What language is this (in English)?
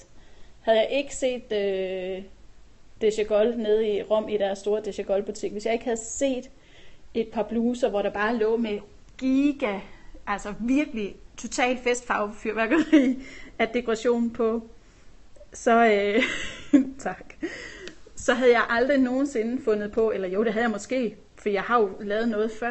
Danish